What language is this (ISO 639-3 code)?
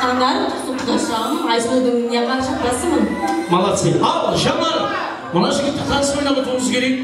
kaa